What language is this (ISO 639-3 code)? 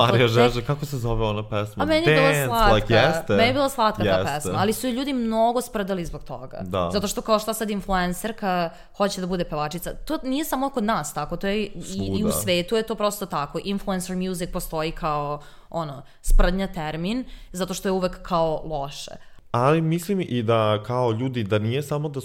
srp